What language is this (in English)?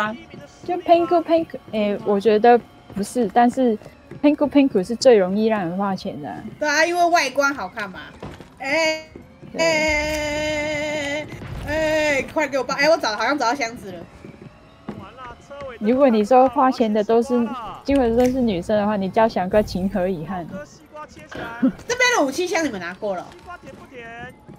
Chinese